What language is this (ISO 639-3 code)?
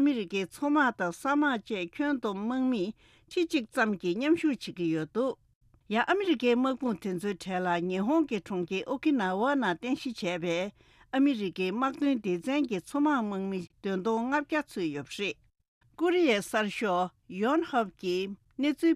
bod